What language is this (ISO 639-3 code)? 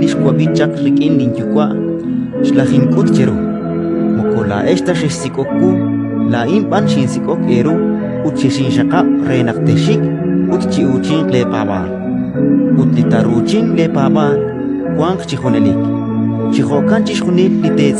kek